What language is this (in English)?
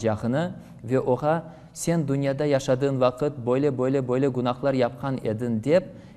Crimean Tatar